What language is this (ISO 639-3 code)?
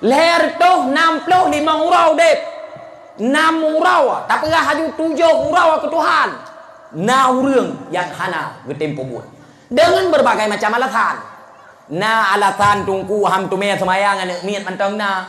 ace